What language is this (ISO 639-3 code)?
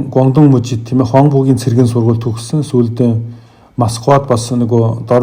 mon